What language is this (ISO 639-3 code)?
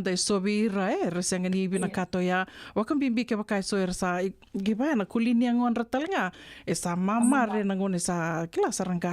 fij